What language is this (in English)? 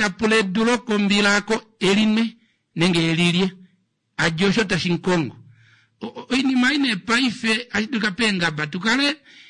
Kuanyama